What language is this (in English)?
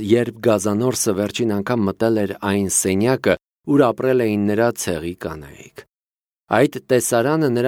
Armenian